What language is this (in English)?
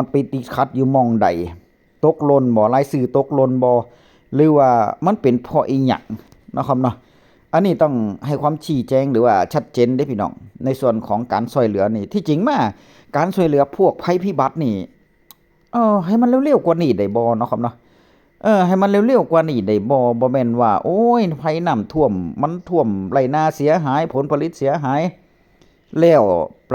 Northeastern Thai